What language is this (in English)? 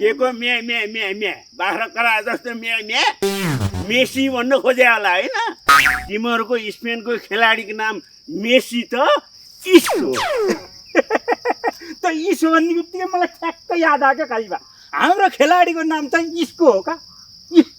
Nepali